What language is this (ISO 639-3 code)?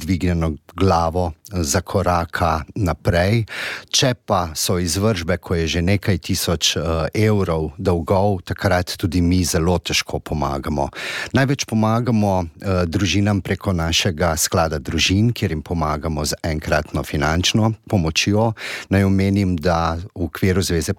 slv